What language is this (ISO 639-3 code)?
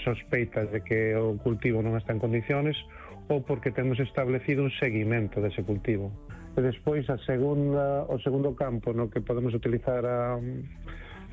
glg